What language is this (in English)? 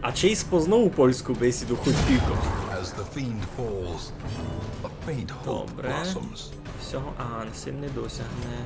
Rusyn